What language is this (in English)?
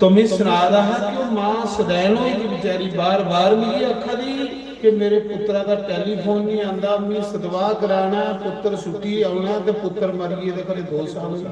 Dogri